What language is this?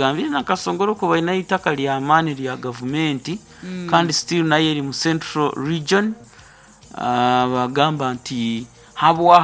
Nyoro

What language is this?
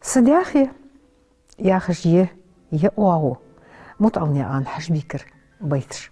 Ingush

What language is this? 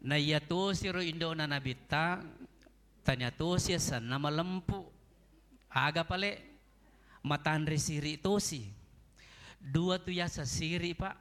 Buginese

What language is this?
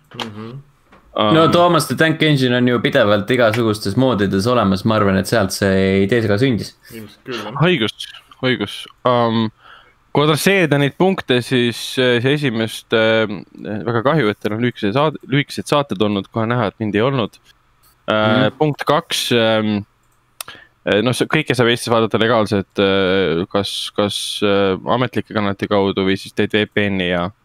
Estonian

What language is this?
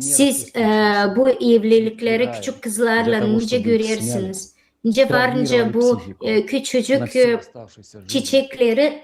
Gagauz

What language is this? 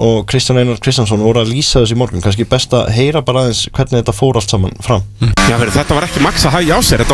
Icelandic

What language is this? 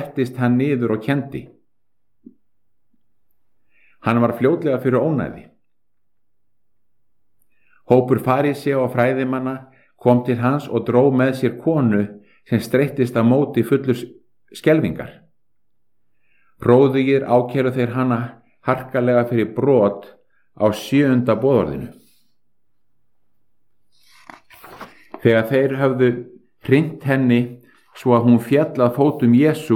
Icelandic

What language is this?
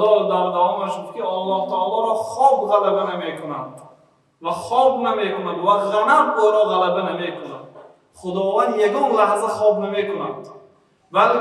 Persian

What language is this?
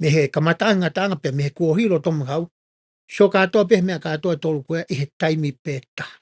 Tongan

